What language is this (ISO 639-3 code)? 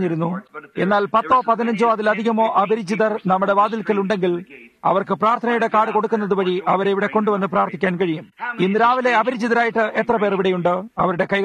mal